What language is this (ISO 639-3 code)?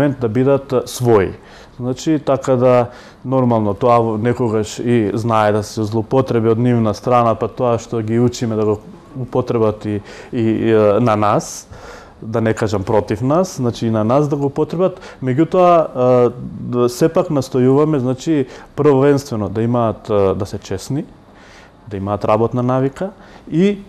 mkd